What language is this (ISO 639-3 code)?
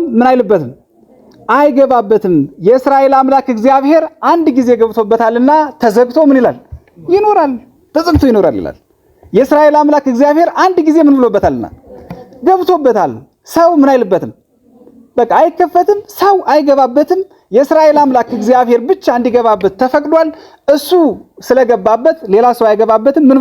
amh